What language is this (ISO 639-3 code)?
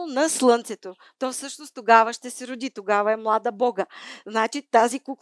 bul